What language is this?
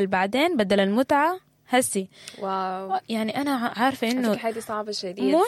Sudanese Arabic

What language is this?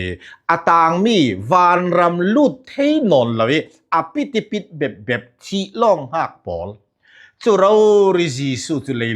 Falam Chin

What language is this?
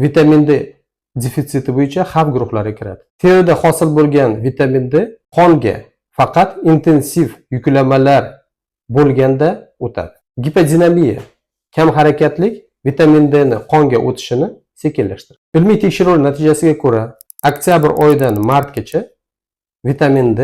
Uzbek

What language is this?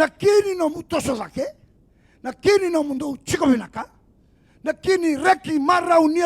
Fijian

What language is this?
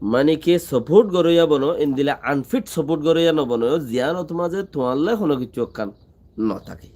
Rohingya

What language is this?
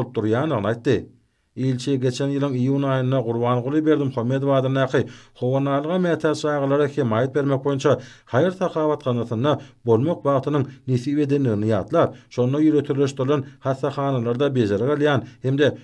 Turkmen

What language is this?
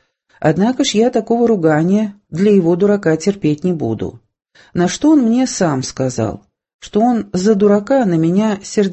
Russian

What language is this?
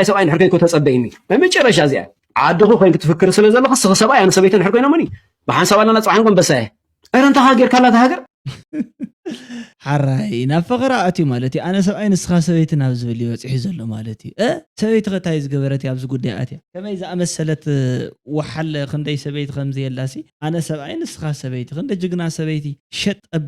Tigrinya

